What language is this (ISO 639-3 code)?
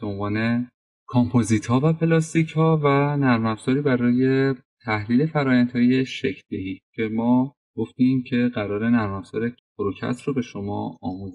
fas